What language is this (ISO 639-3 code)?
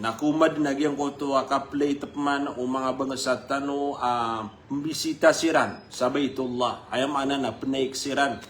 mrw